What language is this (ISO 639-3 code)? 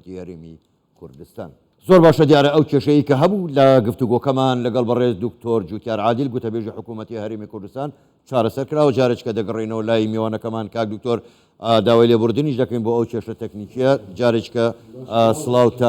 ckb